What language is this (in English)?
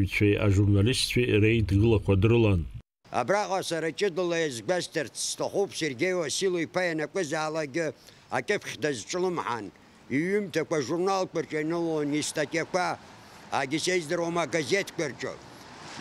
Abkhazian